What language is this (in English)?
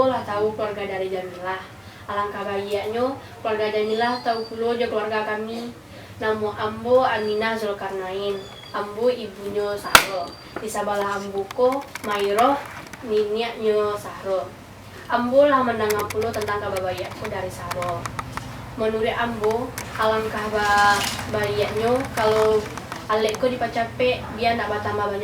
Minangkabau